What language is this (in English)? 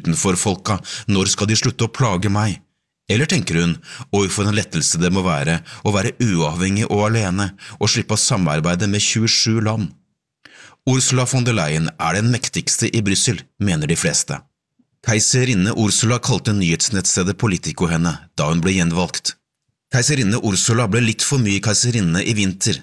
Norwegian